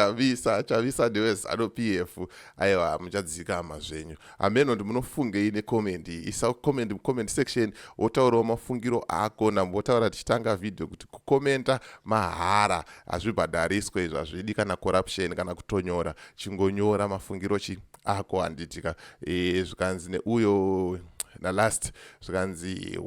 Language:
Shona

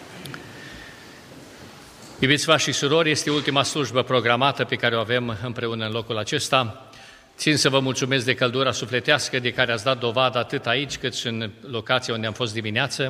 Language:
Romanian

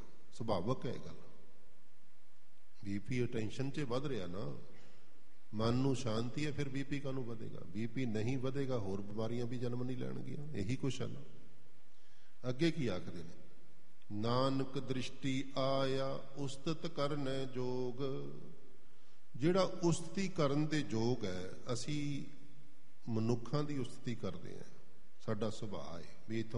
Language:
Punjabi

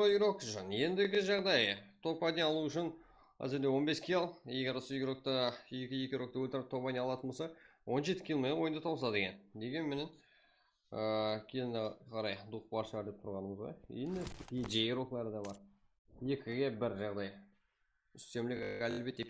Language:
Kara-Kalpak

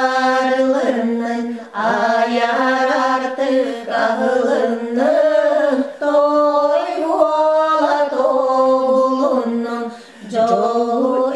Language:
Yakut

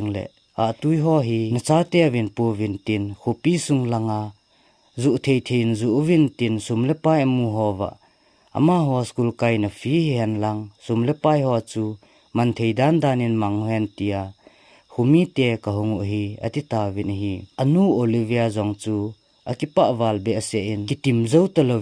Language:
Thado Chin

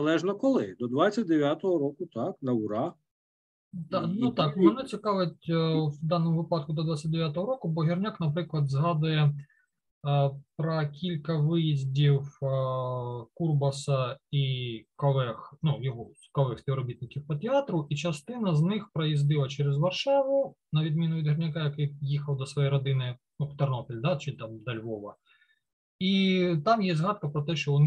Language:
Ukrainian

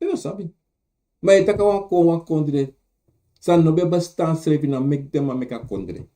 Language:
Sranan Tongo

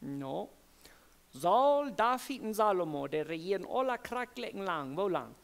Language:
Plautdietsch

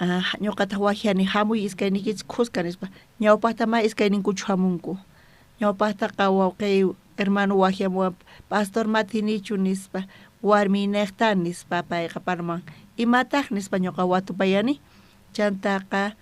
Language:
South Bolivian Quechua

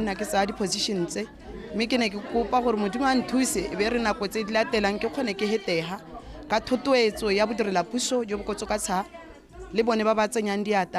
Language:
Tswana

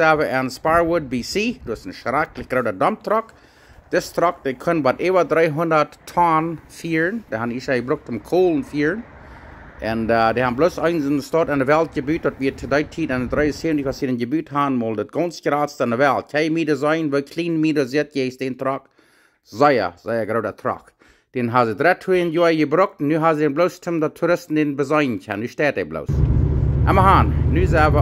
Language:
Plautdietsch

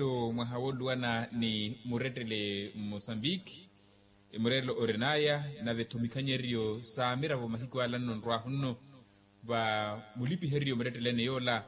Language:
Makhuwa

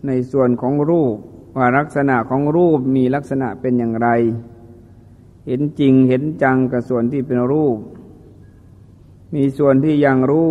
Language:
Thai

